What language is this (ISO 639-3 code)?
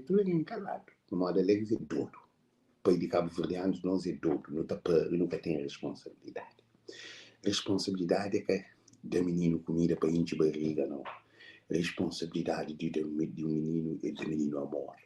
kea